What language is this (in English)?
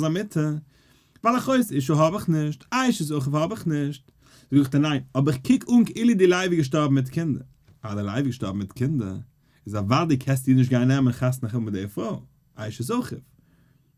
Yiddish